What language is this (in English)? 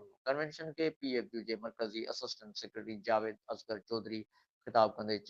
Sindhi